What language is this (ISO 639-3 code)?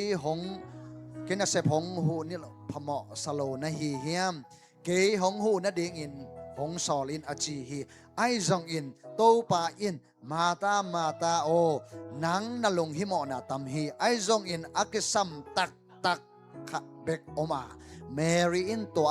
ctd